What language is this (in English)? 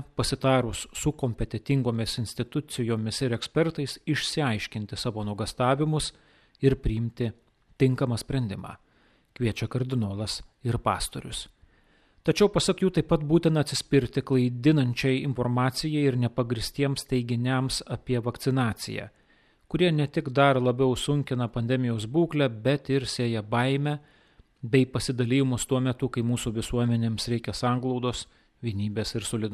Lithuanian